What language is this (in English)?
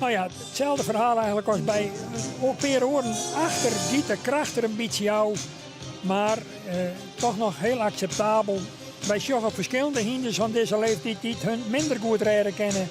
Western Frisian